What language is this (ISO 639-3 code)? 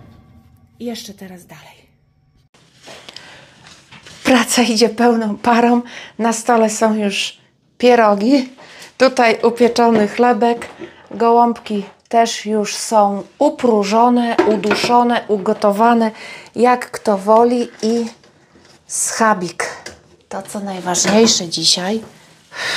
pol